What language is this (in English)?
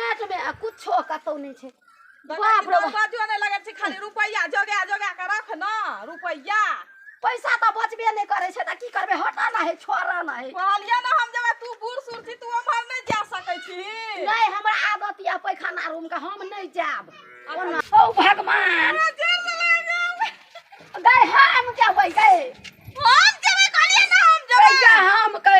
Maithili